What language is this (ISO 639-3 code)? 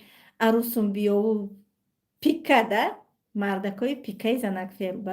tgk